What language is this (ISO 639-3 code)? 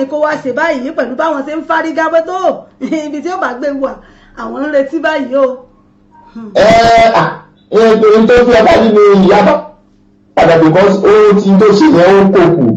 yor